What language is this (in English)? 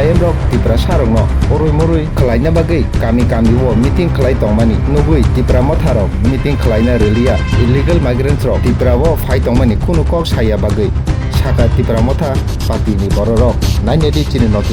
Kok Borok